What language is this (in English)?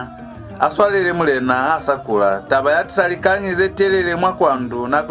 Lozi